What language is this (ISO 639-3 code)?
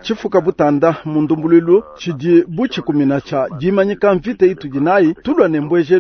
lua